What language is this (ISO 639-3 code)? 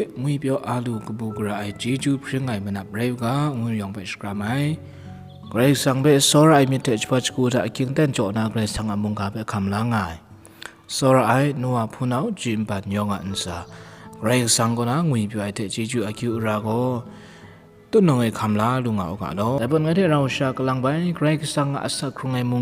kac